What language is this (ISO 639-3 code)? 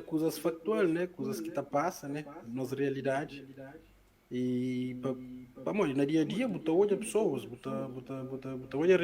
kea